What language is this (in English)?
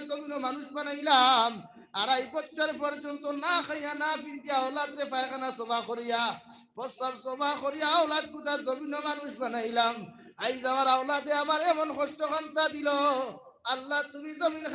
Sylheti